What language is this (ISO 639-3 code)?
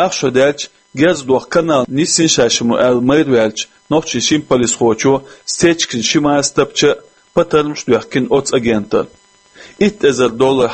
che